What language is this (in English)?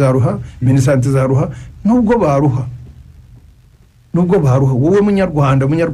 Kinyarwanda